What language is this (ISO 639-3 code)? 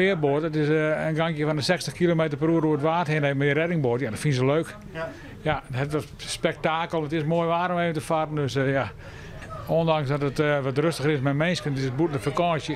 fry